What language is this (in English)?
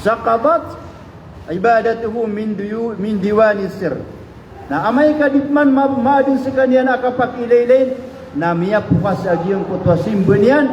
Maranao